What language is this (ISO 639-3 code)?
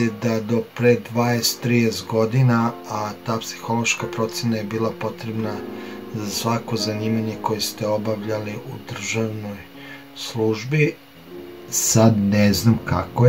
srp